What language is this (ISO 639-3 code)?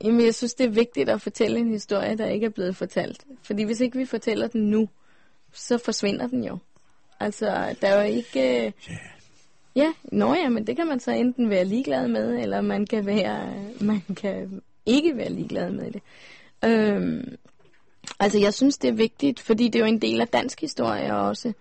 dan